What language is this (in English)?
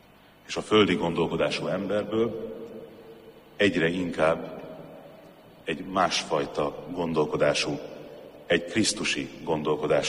Hungarian